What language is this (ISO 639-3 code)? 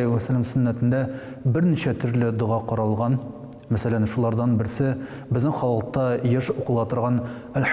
tat